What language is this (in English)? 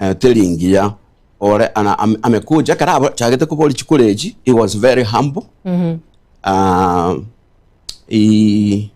Gusii